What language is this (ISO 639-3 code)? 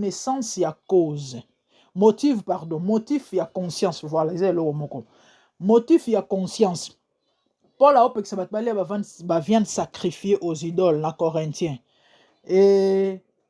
lin